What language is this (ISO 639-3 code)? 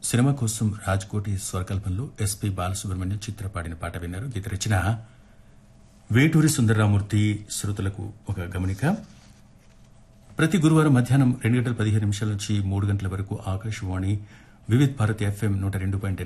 tel